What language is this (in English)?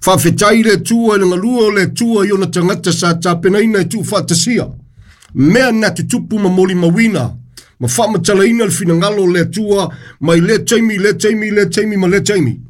Samoan